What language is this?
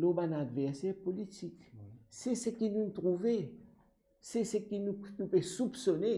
Morisyen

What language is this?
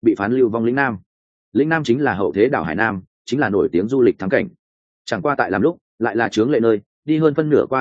Vietnamese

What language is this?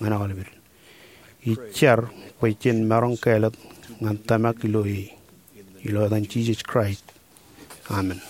Marshallese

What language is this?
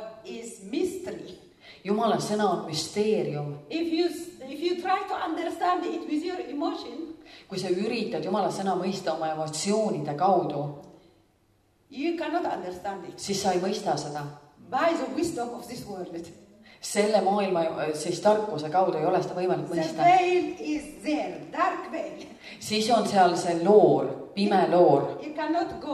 Estonian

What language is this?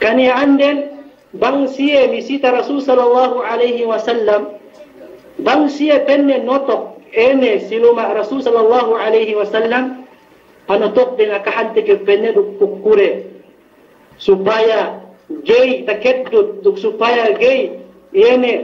Yakan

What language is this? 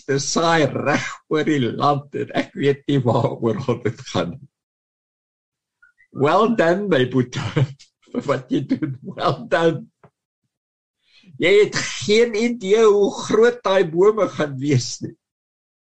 Afrikaans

